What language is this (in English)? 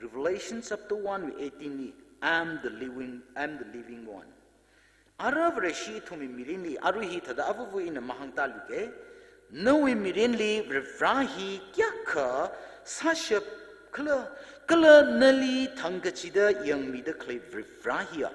Tangkhul Naga (India)